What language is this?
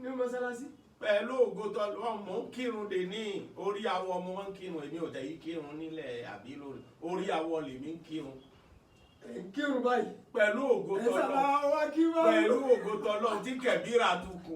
Yoruba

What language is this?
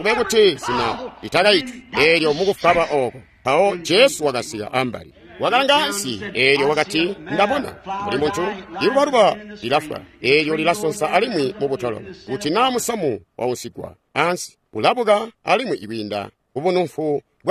Tonga (Zambia)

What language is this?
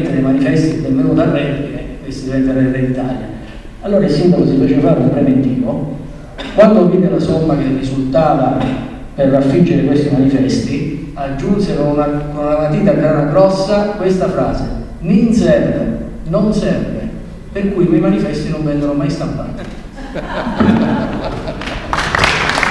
Italian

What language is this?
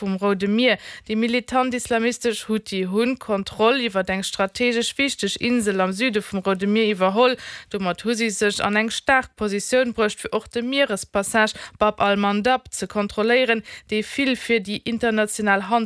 Luxembourgish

